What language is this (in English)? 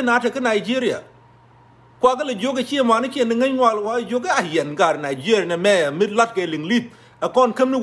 Nuer